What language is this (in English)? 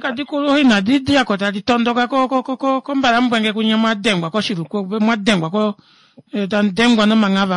Kuanyama